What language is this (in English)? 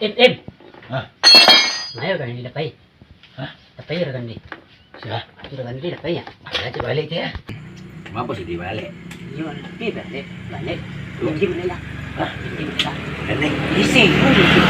Minangkabau